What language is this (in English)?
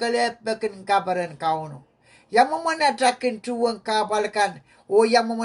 Pohnpeian